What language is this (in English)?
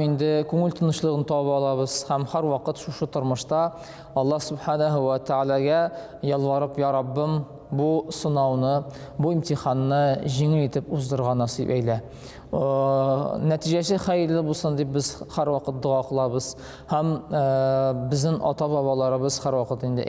Tatar